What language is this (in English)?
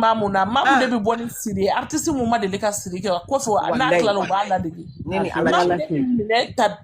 Bambara